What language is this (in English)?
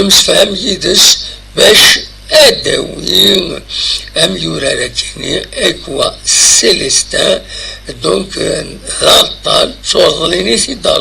Kabyle